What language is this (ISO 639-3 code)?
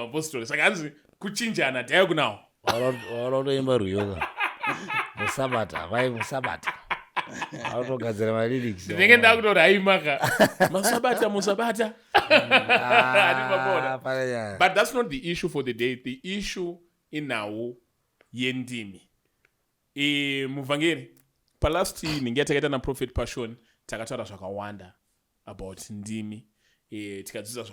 sna